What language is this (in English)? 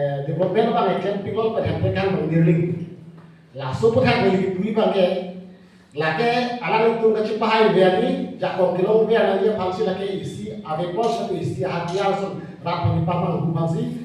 Karbi